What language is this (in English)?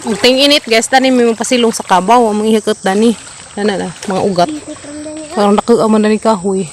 Cebuano